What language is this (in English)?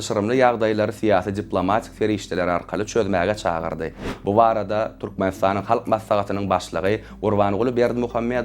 Turkmen